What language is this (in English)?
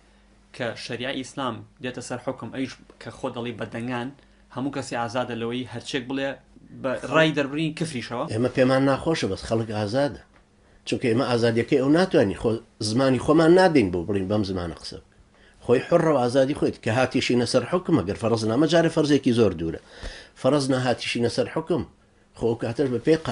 Central Kurdish